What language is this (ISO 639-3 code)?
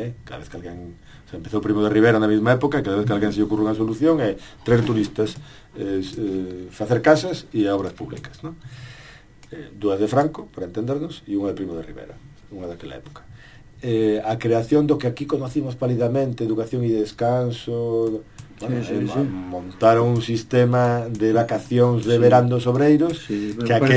glg